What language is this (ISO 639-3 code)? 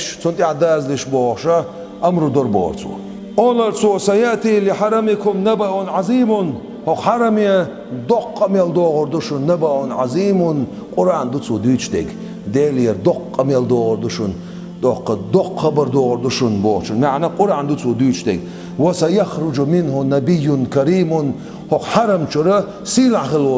che